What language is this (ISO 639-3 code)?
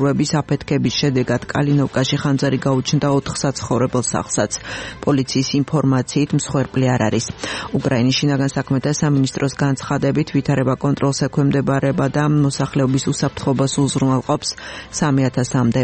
kat